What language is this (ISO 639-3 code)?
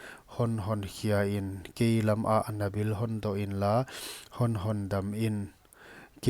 pck